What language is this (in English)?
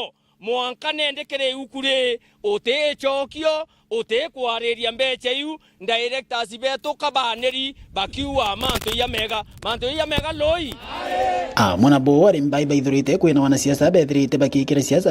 Meru